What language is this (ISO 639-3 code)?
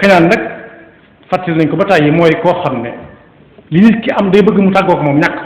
wol